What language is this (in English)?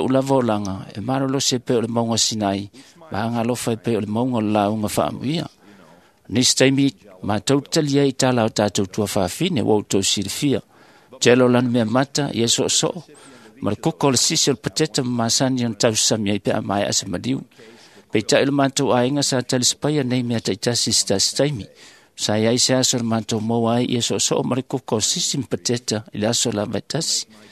Samoan